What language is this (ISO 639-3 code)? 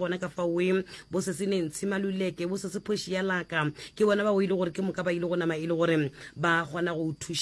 nso